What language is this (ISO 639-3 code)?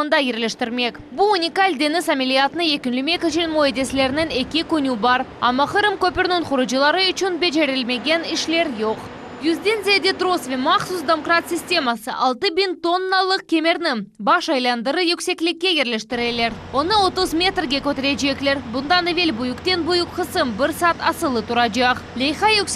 crh